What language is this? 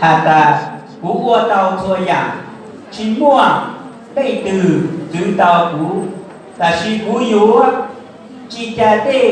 Hmong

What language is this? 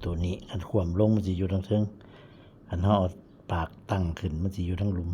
Lao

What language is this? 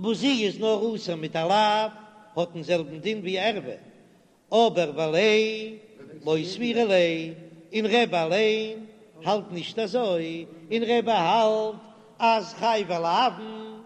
Yiddish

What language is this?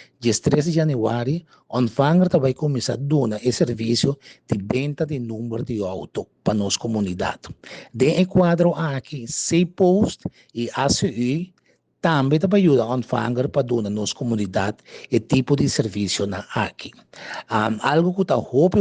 Papiamento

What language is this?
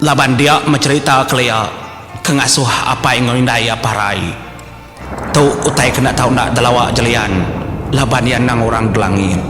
Iban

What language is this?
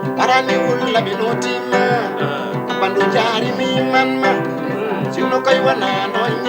Fula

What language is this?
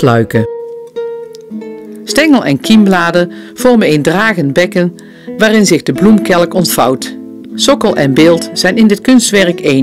Dutch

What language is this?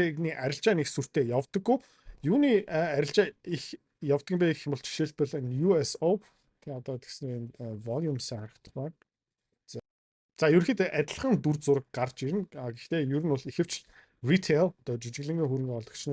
Mongolian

